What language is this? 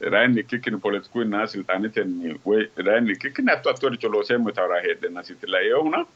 Sidamo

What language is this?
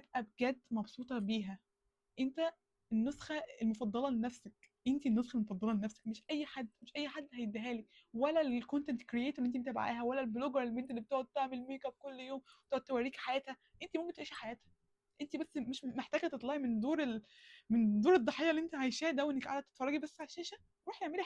Egyptian Arabic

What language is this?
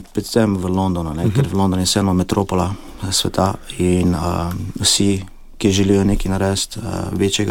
Slovenian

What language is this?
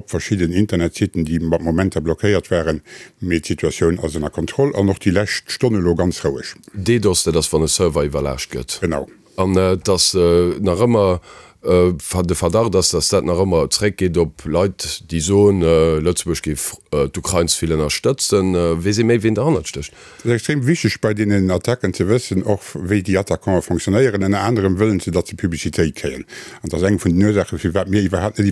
Luxembourgish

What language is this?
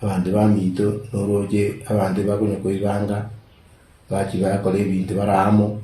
Gusii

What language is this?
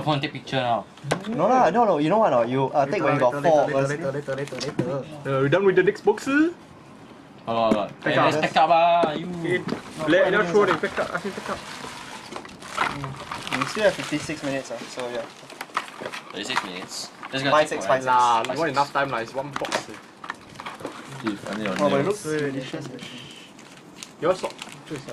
English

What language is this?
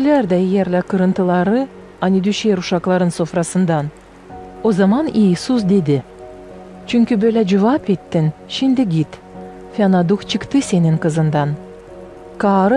Gagauz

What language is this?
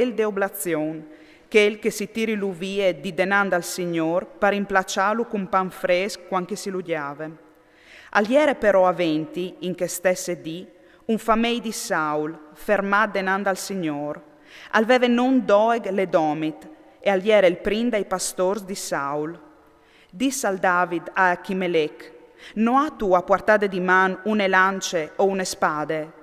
Friulian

